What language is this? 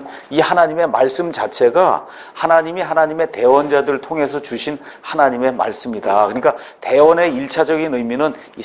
Korean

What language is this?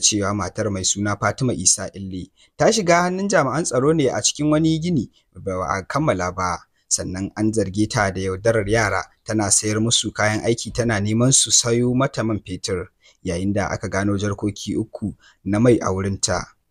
Hausa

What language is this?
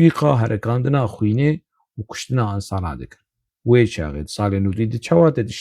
Kurdish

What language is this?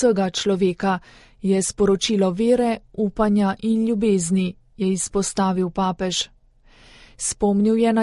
Slovenian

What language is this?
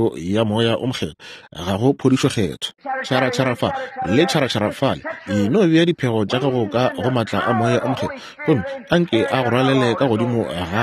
Northern Sotho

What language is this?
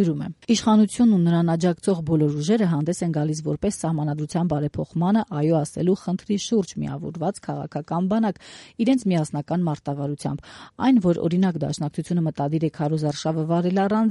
Armenian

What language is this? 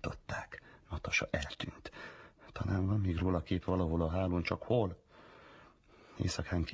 Hungarian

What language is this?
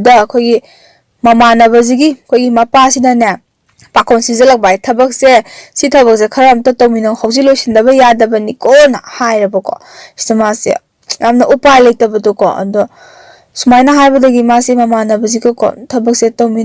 Manipuri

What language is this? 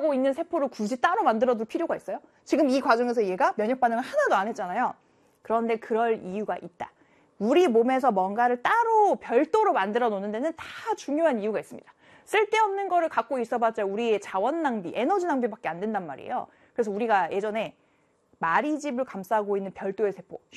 Korean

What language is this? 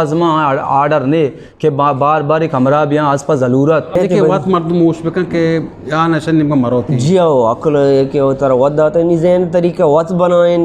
Eastern Balochi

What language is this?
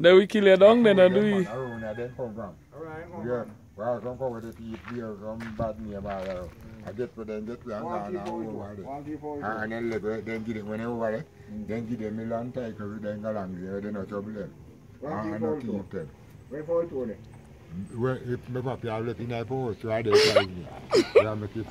Jamaican Creole English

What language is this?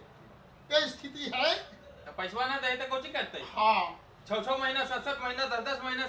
Magahi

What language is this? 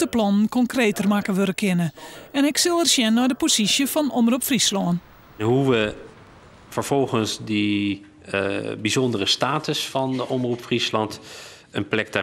Western Frisian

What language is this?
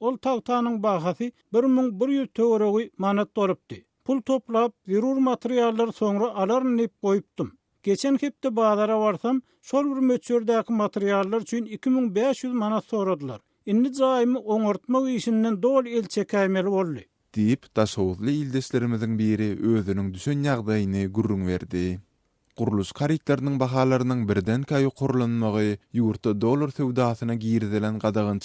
Turkmen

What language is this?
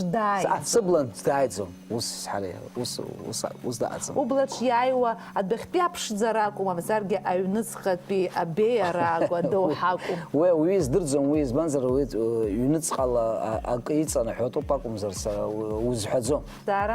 Abkhazian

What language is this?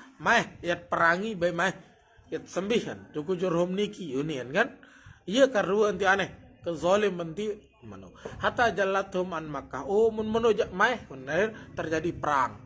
Sasak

